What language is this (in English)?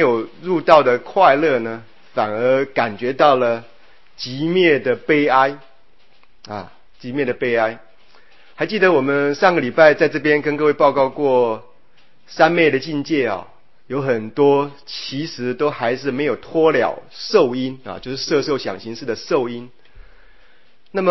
Chinese